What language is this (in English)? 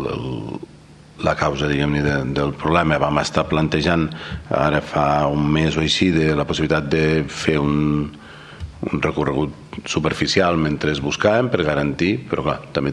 Catalan